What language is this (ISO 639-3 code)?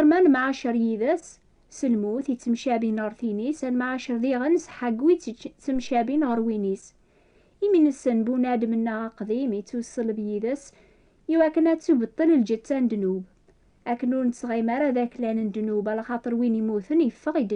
kab